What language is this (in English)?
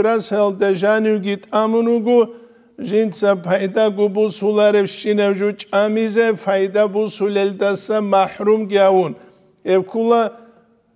Avaric